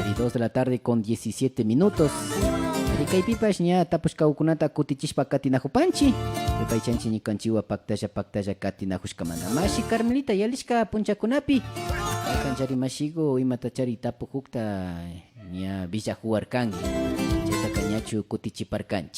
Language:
Imbabura Highland Quichua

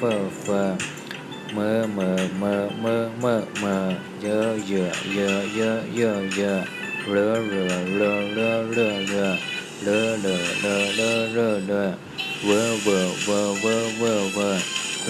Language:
Shan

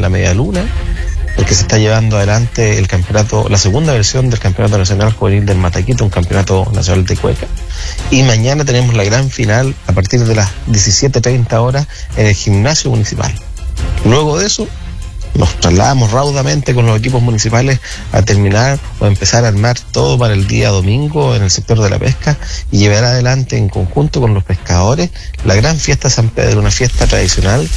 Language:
Spanish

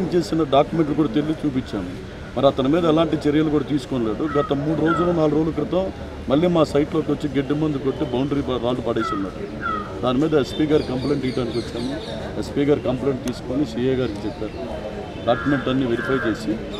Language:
Telugu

